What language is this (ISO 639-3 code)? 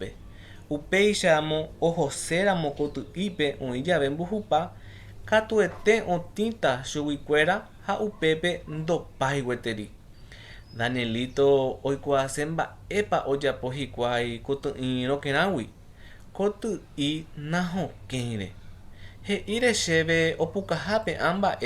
grn